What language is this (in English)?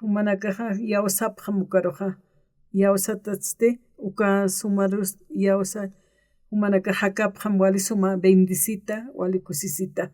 Aymara